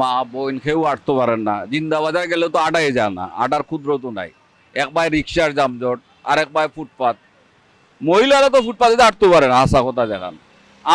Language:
Sylheti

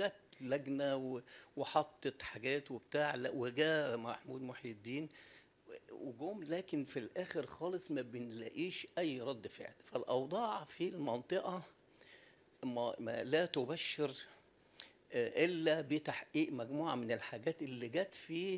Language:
Egyptian Arabic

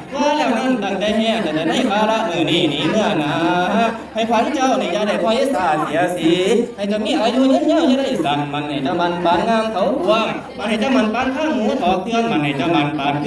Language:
Northeastern Thai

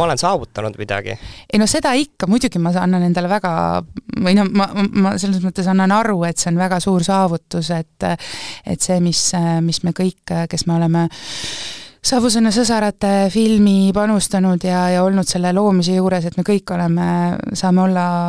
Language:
Estonian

